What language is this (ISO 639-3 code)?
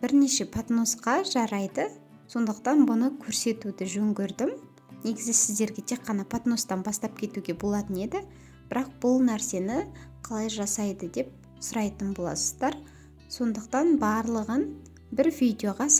kaz